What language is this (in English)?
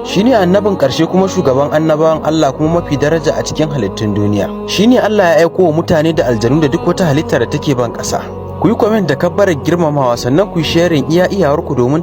Hausa